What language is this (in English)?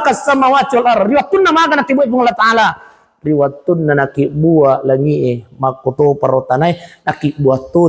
Buginese